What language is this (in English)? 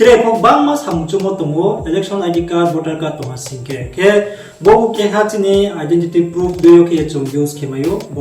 Riang (India)